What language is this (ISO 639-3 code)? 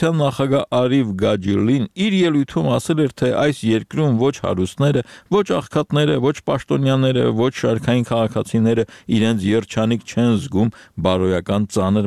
hye